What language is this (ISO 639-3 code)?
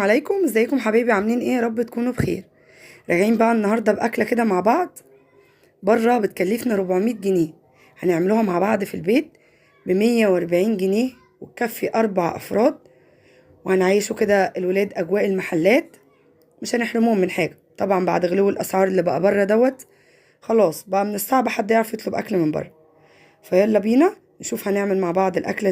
arz